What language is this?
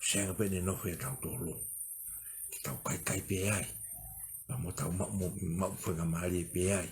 Tongan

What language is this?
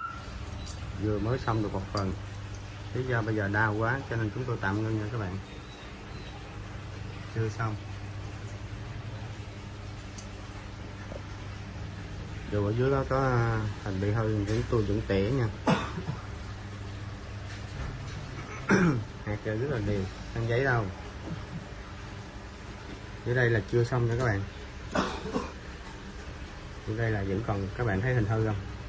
Vietnamese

